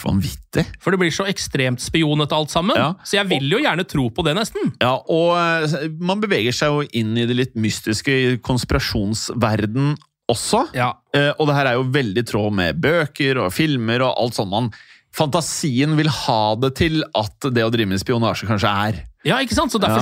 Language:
Norwegian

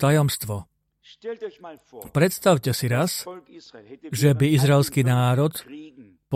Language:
Slovak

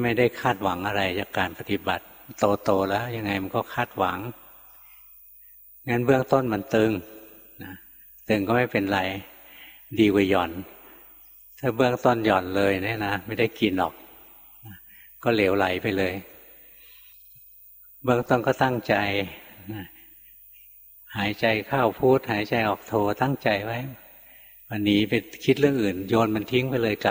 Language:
Thai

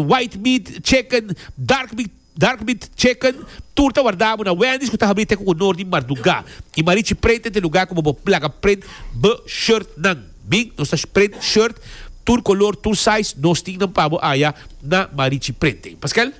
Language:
Papiamento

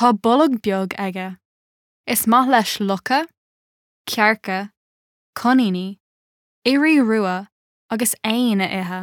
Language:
Irish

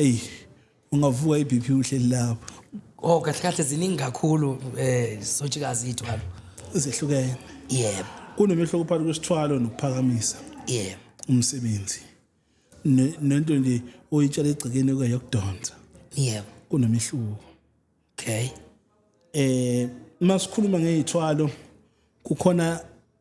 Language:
Zulu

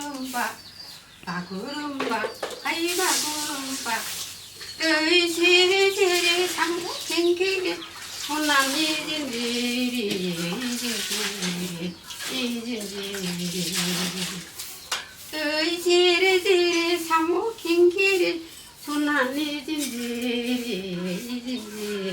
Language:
Bodo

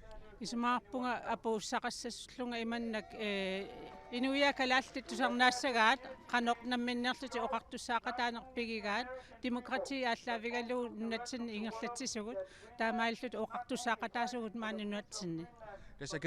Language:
Kalaallisut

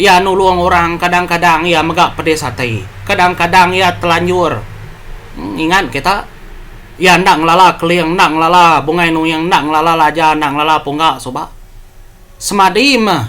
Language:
Iban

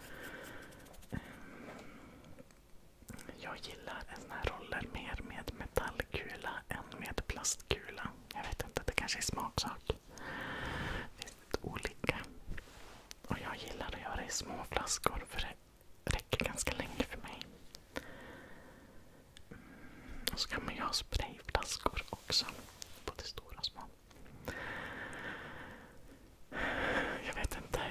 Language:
Swedish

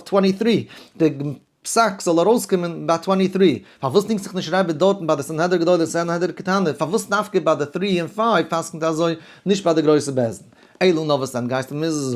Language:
Yiddish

